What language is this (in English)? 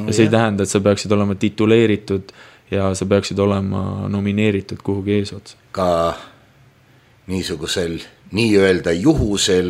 Estonian